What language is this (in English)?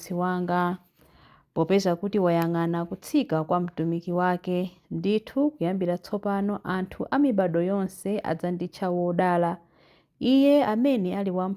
Nyanja